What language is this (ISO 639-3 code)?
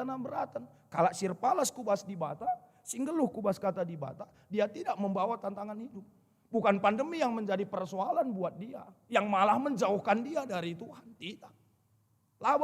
btx